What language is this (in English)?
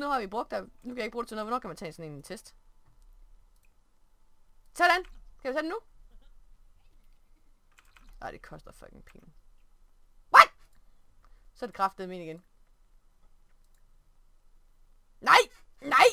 Danish